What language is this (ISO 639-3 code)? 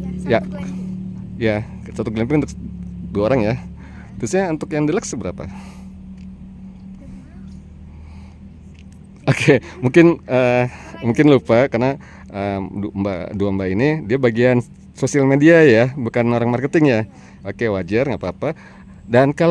ind